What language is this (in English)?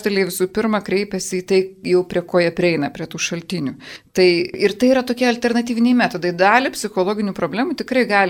Lithuanian